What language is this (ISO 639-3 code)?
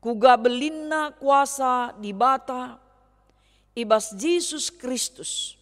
btx